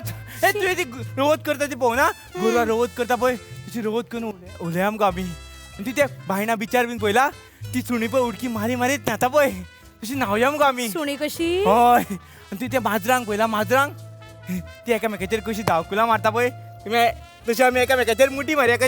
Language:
Konkani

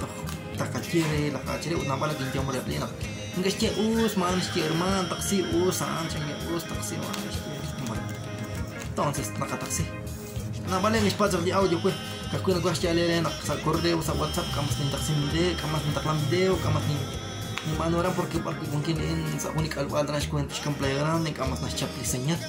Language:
Kekchí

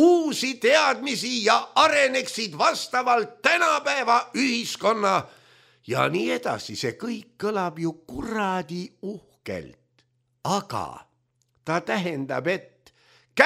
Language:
Estonian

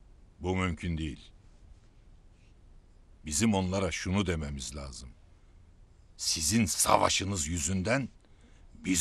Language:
Turkish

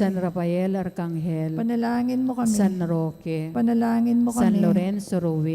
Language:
Pampanga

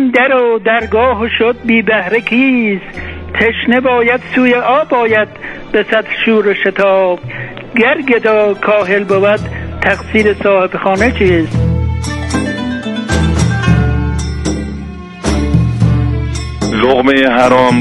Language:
Persian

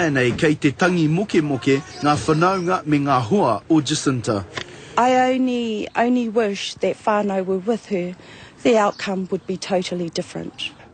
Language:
Māori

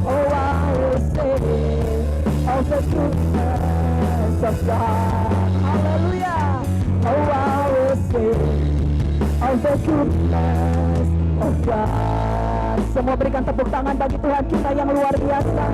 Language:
Tetum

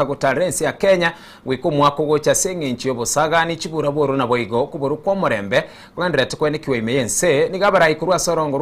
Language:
Gusii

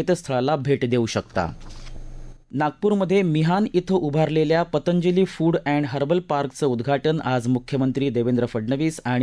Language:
Marathi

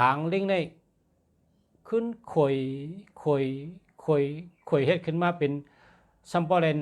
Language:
Shan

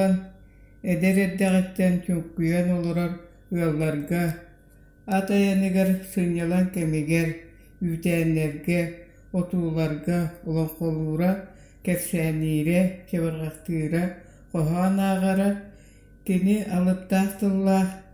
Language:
Yakut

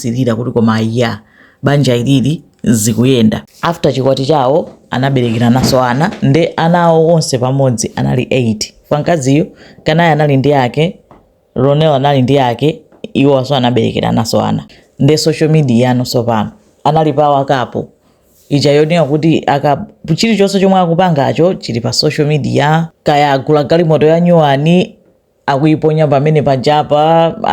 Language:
Nyanja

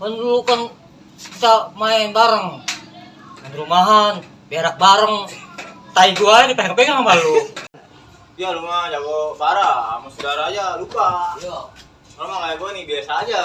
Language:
Betawi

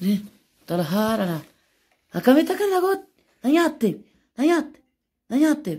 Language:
Oromo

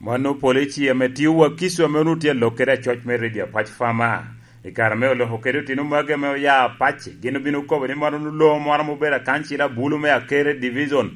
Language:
Lango (Uganda)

